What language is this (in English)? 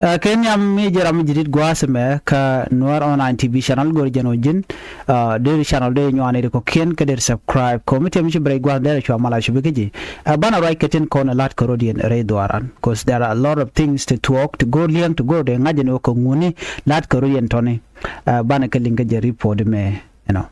Nuer